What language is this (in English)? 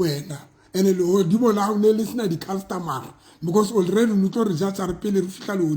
Southern Sotho